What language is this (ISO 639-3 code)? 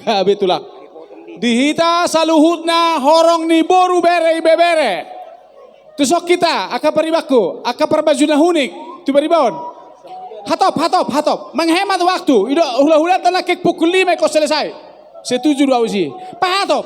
bbc